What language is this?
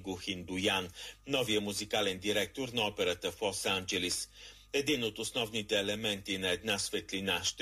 Bulgarian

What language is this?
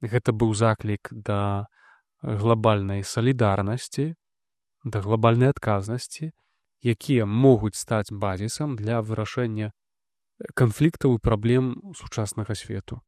Belarusian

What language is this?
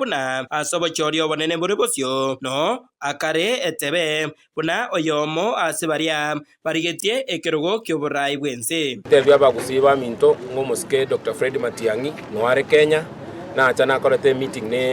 Gusii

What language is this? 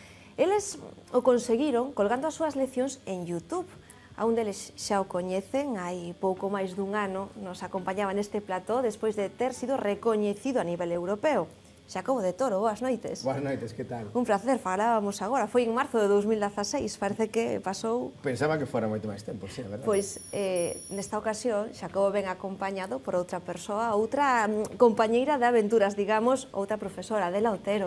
Galician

